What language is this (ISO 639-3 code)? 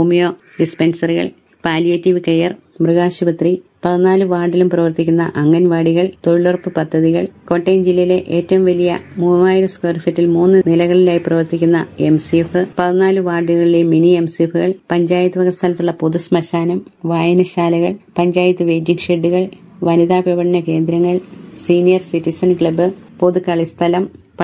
mal